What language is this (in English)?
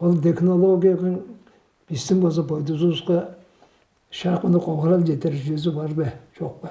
Tuvinian